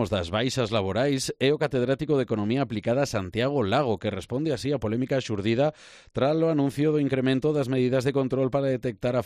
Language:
Galician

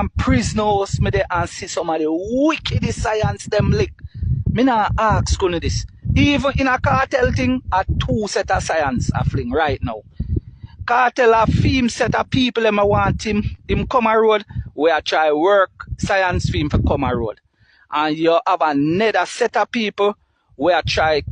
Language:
Jamaican Creole English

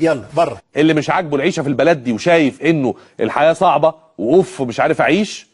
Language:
Egyptian Arabic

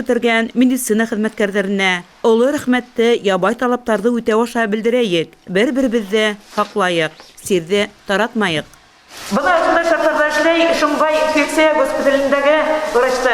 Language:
Bashkir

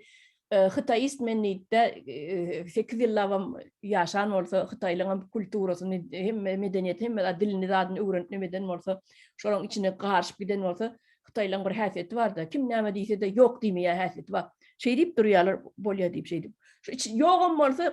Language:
Turkmen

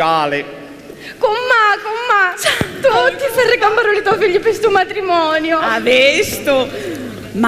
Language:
Sicilian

